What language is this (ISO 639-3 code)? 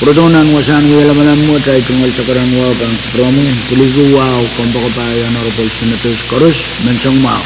pon